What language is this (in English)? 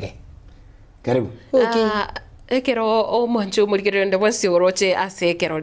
Gusii